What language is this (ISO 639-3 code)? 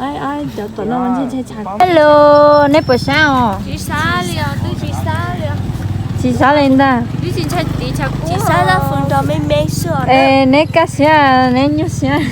hmn